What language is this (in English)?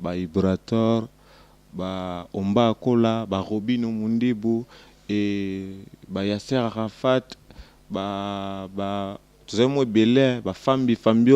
Lingala